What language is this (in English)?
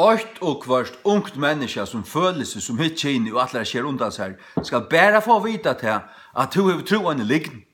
Faroese